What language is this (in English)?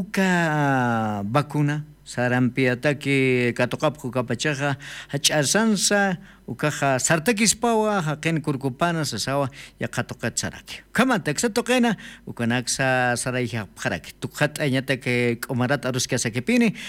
Aymara